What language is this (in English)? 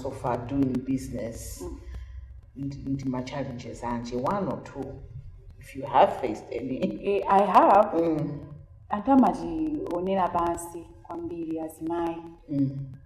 Nyanja